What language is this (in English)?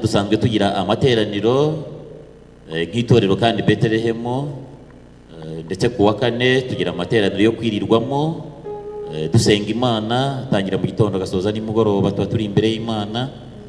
Kinyarwanda